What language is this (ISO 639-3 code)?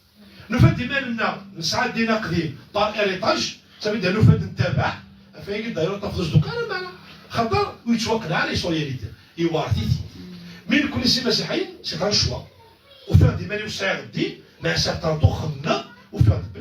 kab